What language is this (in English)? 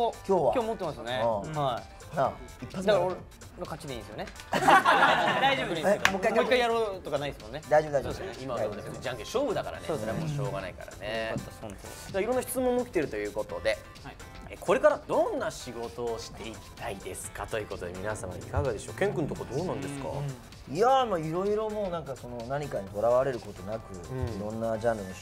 Japanese